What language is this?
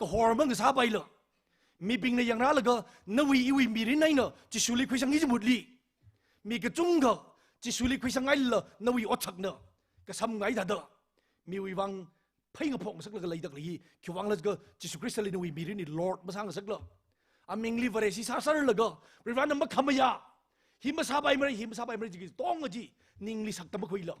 Tangkhul Naga (India)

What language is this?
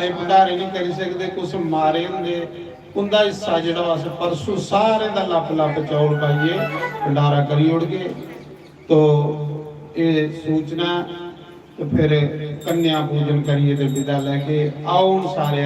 Dogri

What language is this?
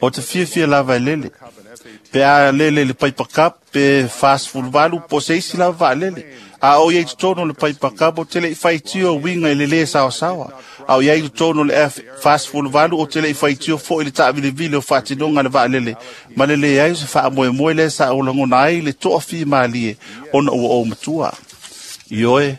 Samoan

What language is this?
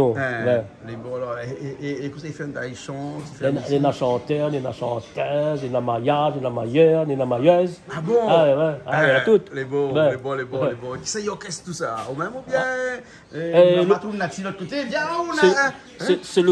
Réunion Creole French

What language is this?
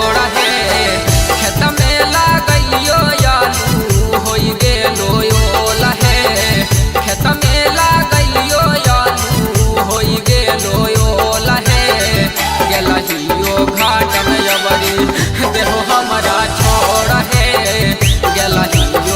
Magahi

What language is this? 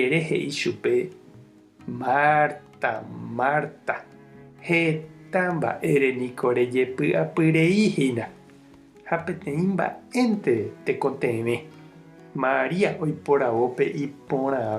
Guarani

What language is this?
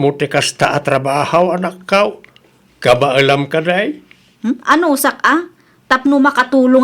Iloko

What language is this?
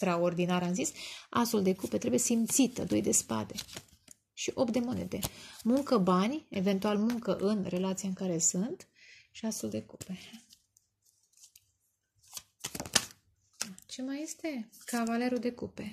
Romanian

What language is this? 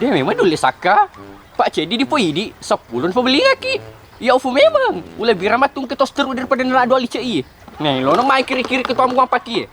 Buginese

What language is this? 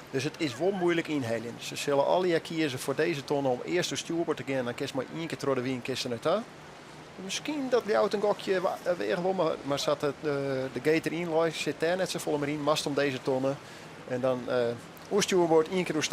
Western Frisian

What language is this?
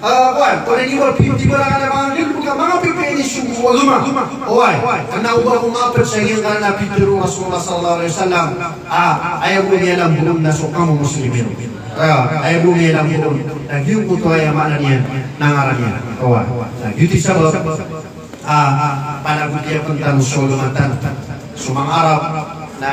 Maranao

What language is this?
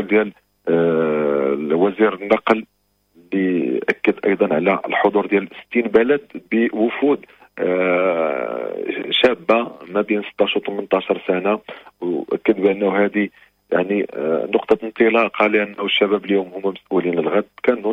Moroccan Arabic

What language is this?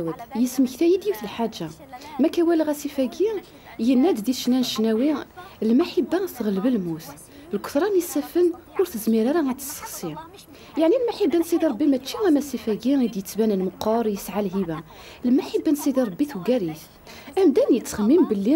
Kabyle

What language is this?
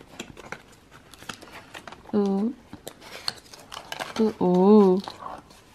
Dutch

